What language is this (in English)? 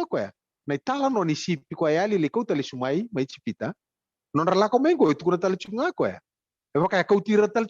Fijian